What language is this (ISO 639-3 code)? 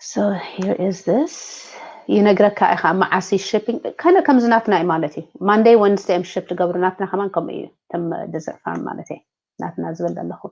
tir